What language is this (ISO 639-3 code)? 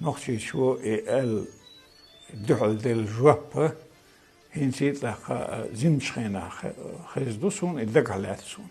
che